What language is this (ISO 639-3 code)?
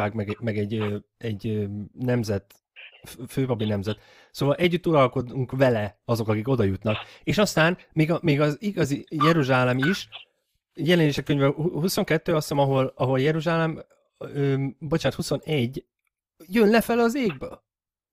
hun